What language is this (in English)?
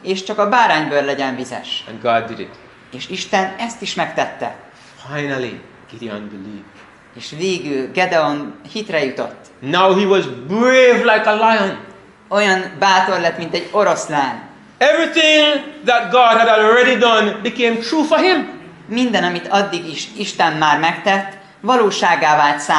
Hungarian